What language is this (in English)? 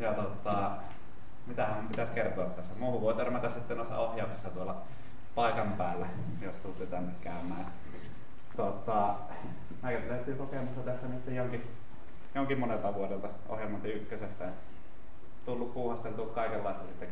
Finnish